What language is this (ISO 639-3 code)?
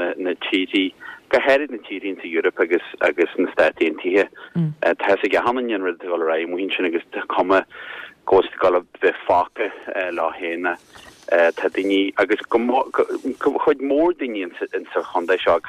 gle